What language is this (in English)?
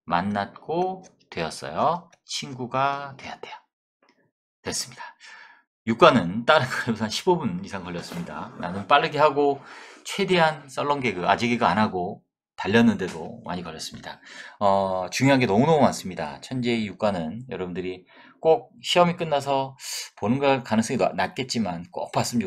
Korean